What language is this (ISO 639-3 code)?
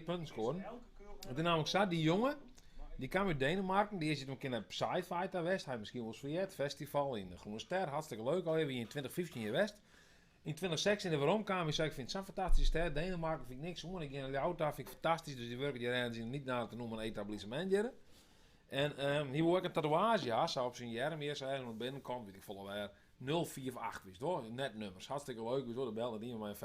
fry